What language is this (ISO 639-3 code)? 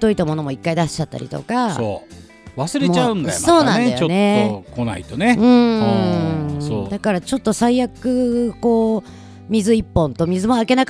jpn